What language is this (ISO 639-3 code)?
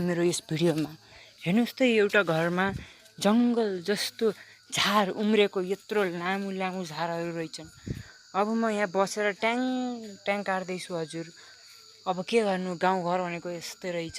nep